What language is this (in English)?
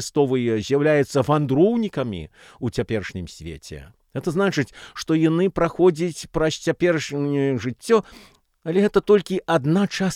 Belarusian